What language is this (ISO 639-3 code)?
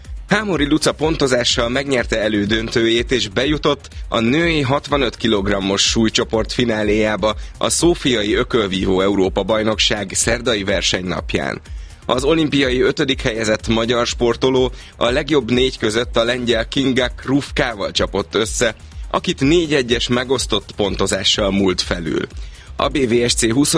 hun